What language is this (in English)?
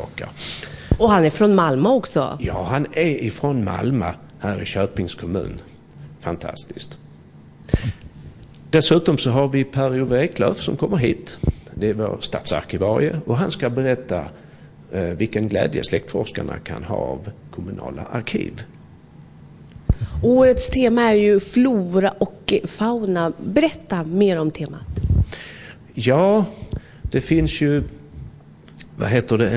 Swedish